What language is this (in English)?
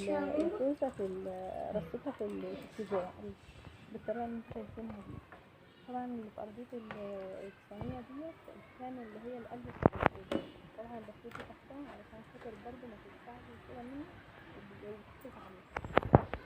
Egyptian Arabic